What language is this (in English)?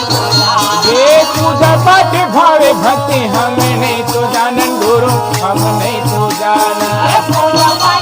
Chhattisgarhi